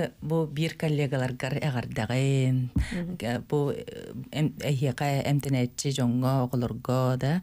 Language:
Yakut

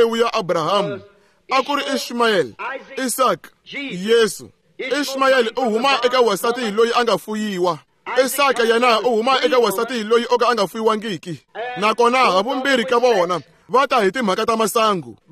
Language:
Tsonga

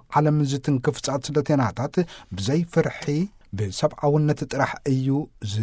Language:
Tigrinya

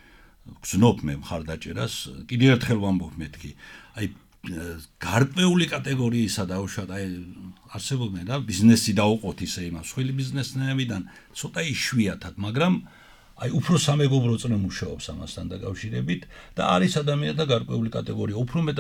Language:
Georgian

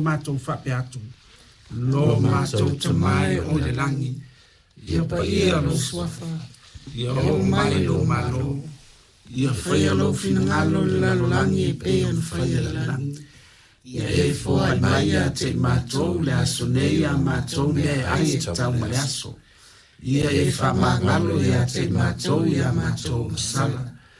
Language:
Samoan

